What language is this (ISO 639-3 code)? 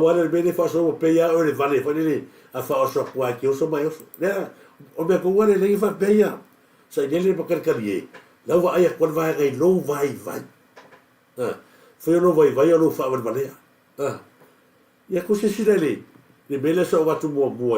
smo